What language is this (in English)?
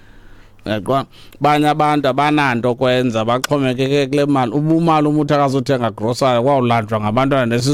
Xhosa